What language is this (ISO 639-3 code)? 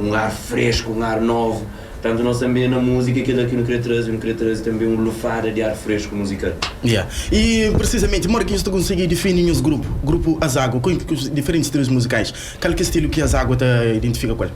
kea